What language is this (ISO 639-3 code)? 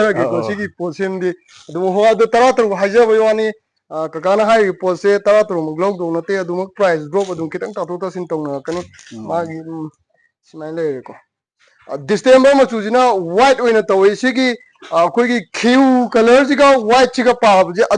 mni